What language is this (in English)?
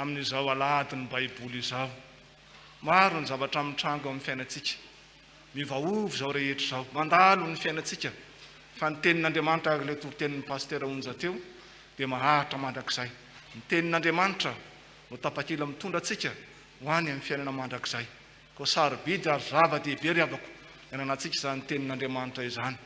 Malagasy